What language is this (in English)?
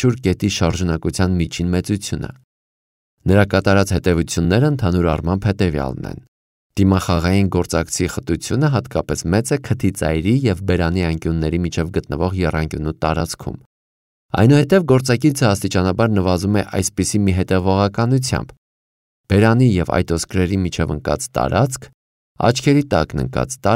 Armenian